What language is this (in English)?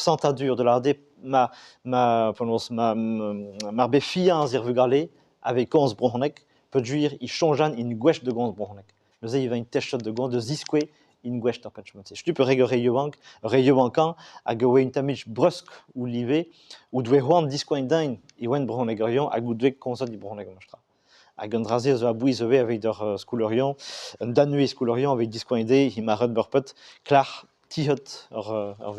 Breton